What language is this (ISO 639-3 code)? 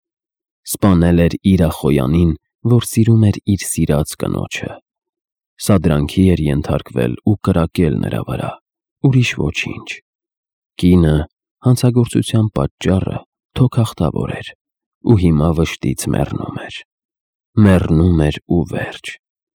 hye